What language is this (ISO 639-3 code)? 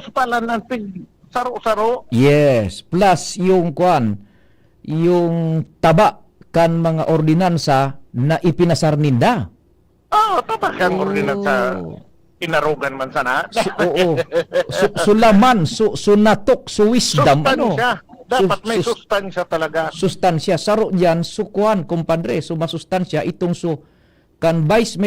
bik